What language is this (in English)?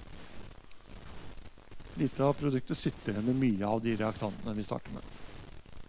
Norwegian